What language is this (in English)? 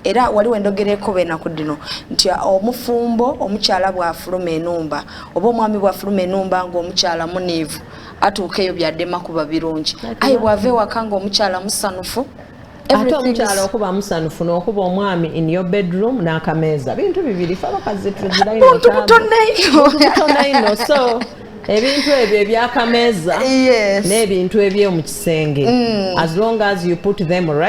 Soga